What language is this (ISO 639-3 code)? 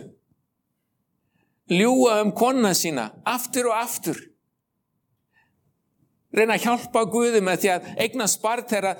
isl